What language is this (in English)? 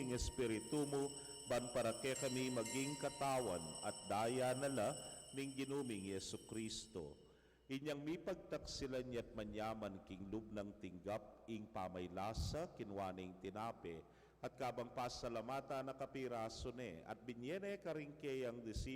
Pampanga